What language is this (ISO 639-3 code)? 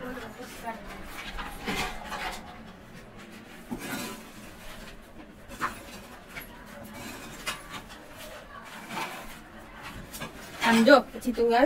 guj